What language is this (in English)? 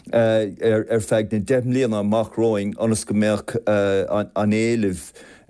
Irish